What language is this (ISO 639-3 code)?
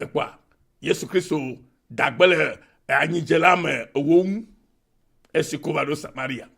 ewe